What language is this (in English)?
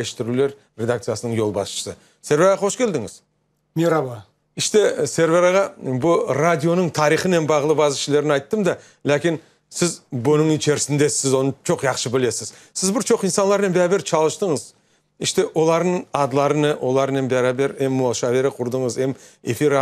Crimean Tatar